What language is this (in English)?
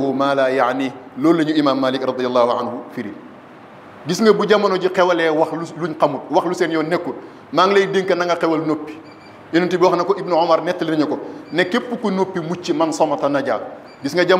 Wolof